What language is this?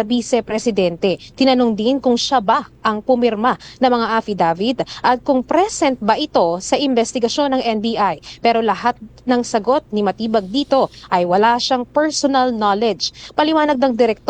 Filipino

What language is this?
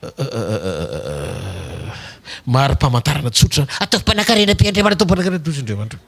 Malagasy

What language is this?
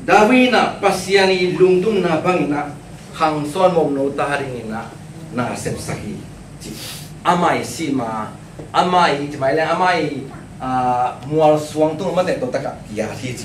Tedim Chin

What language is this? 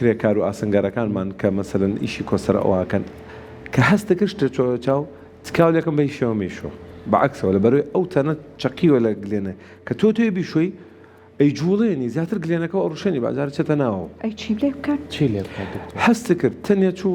Central Kurdish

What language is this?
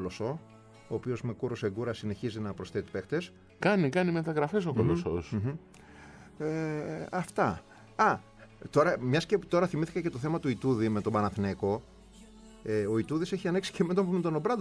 Greek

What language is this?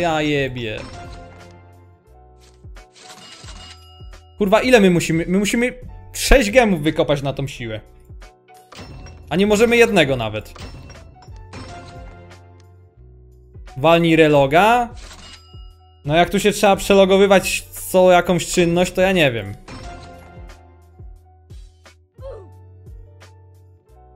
Polish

